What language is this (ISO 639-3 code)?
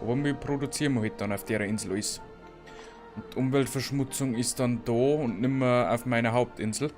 bar